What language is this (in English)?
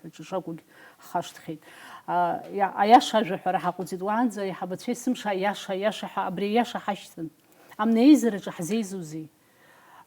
Abkhazian